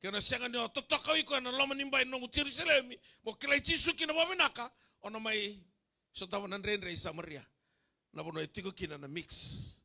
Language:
Fijian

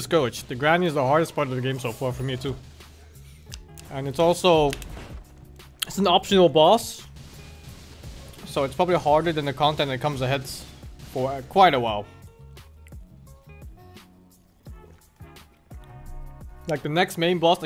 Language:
English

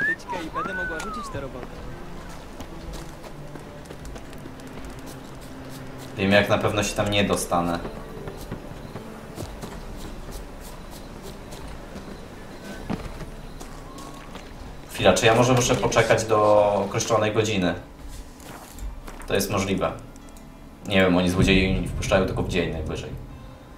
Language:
Polish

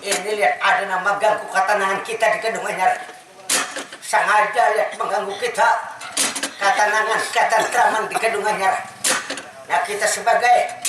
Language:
Banjar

